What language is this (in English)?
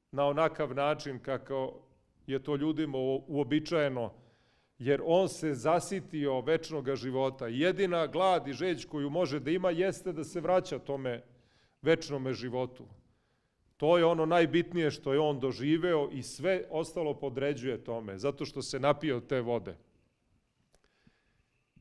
Serbian